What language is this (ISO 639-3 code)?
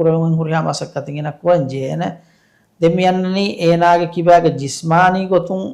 div